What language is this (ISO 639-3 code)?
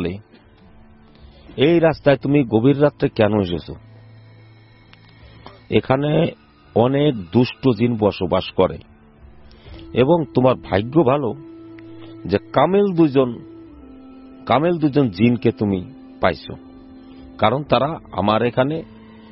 ben